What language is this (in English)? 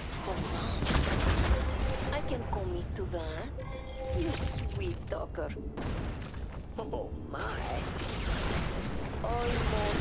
English